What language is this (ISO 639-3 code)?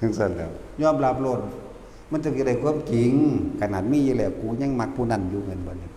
tts